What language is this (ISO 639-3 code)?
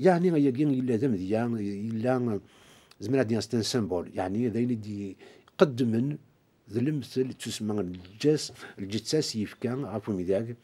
kab